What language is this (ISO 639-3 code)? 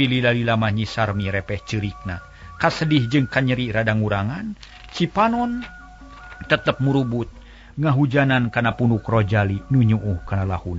sun